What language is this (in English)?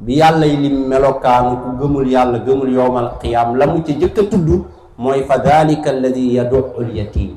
Wolof